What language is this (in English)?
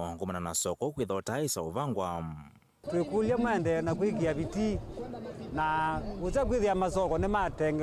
Kamba